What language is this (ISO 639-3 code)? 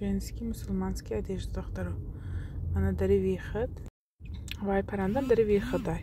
tgk